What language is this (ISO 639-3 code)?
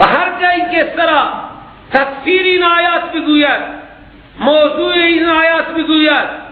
fas